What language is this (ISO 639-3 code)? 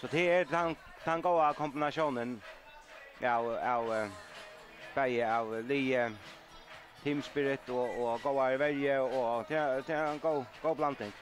fao